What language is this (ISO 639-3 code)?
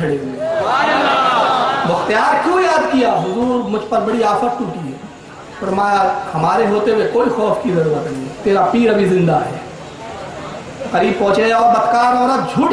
urd